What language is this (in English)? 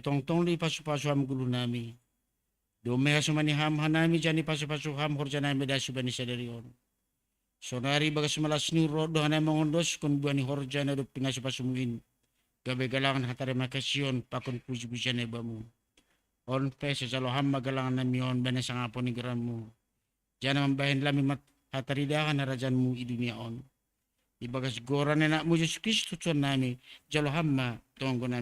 Batak Simalungun